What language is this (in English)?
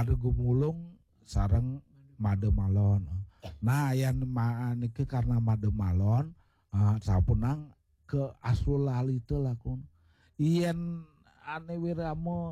Balinese